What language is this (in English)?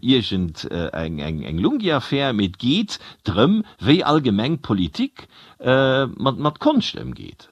Luxembourgish